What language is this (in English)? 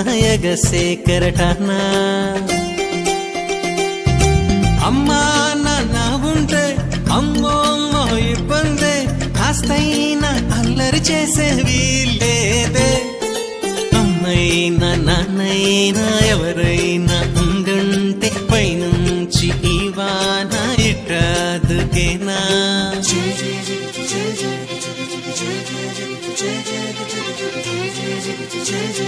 Telugu